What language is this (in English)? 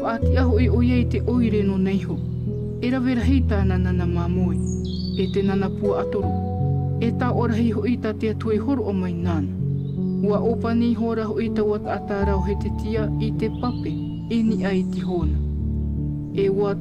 Tahitian